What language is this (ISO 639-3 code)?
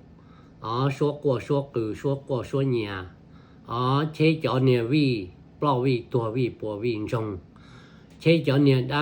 hmn